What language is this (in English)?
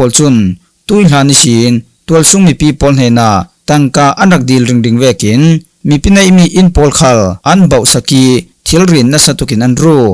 Falam Chin